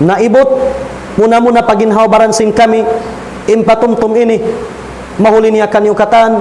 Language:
Tausug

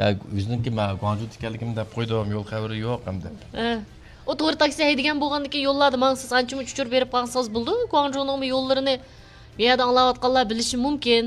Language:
Uyghur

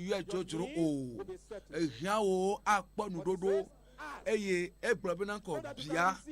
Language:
Ewe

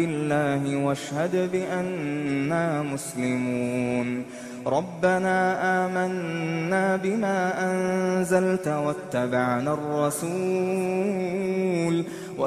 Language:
Arabic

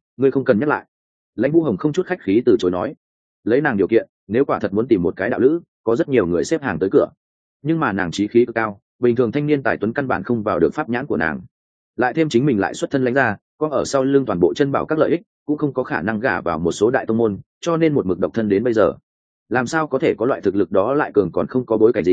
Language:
Vietnamese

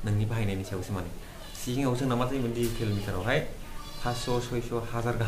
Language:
Bodo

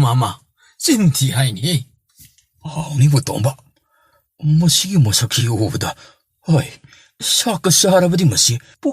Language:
Manipuri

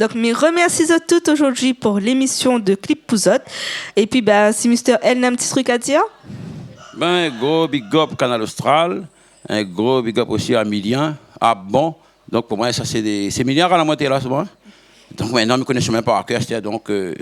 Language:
Réunion Creole French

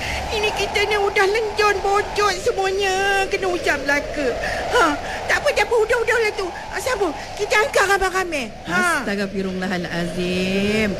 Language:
Malay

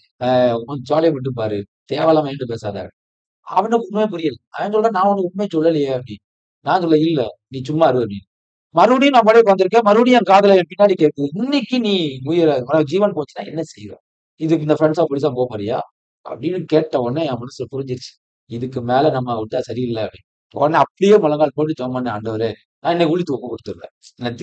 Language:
Tamil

